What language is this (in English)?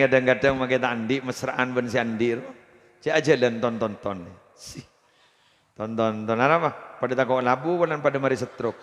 Madurese